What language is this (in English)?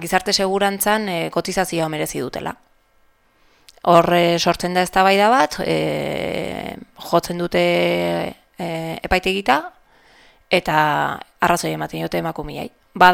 Basque